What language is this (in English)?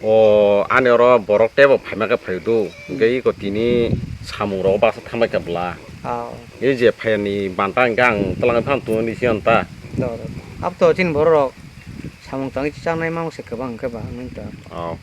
Kok Borok